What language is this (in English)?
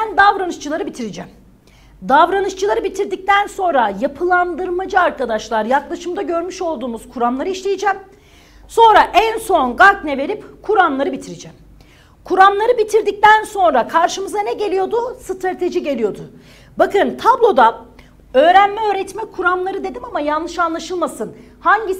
Turkish